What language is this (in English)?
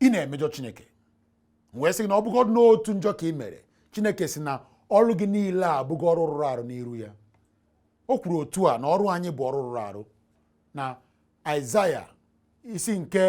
Igbo